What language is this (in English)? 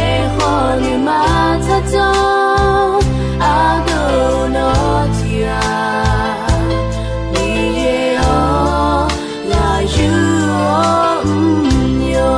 Akha